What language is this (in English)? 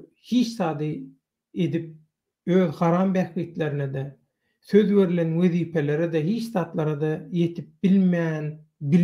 Turkmen